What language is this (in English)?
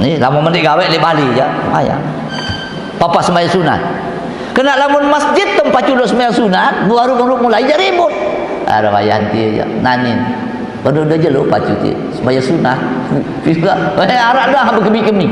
Sasak